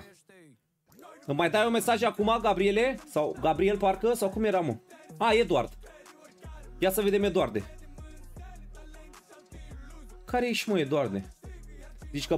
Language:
Romanian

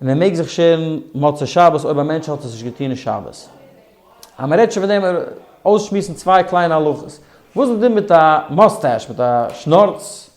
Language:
Yiddish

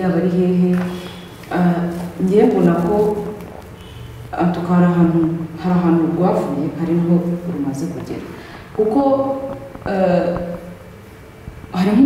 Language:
Kinyarwanda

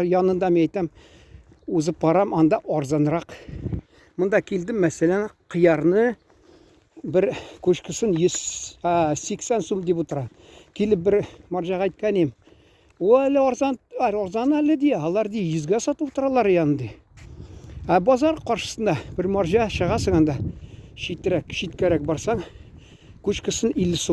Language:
Tatar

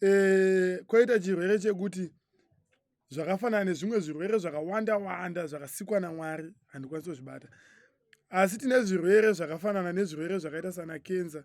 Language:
Shona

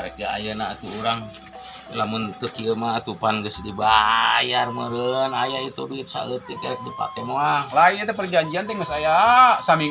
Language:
Sundanese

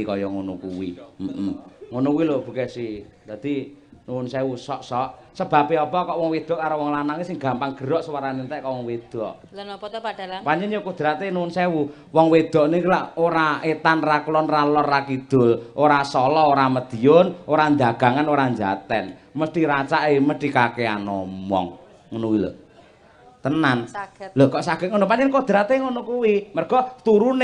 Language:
Javanese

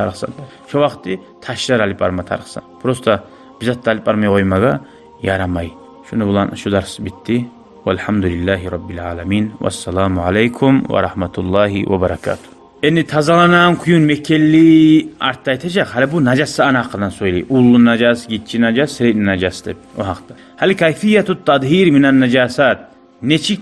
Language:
Kumyk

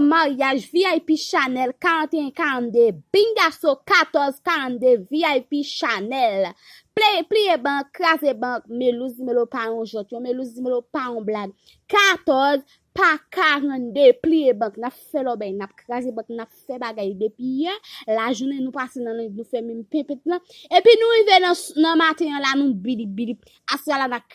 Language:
Haitian Creole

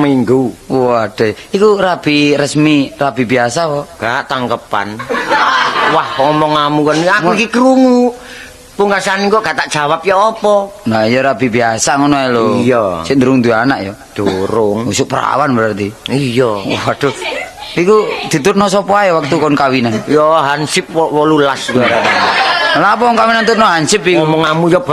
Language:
Javanese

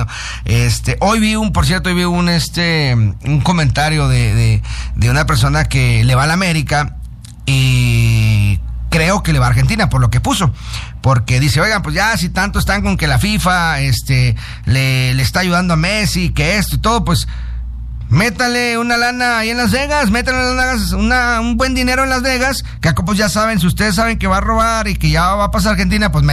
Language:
Spanish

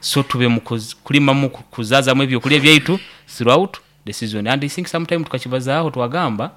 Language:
Nyankole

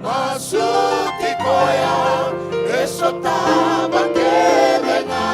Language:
Fijian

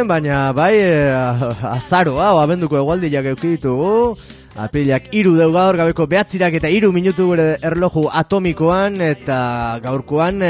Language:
Basque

